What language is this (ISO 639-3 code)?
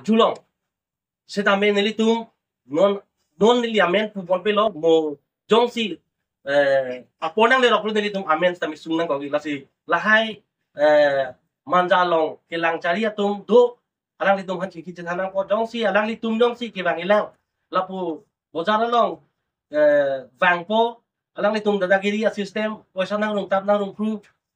mjw